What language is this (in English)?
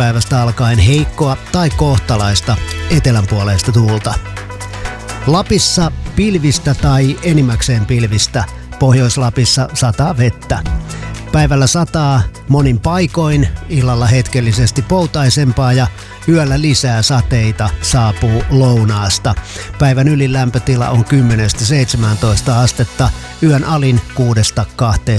Finnish